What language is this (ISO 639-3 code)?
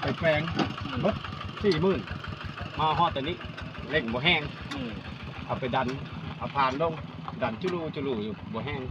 lao